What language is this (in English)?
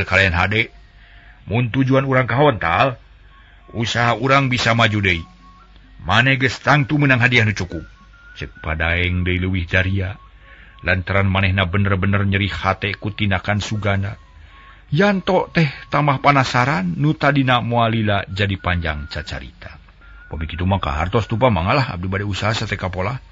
Sundanese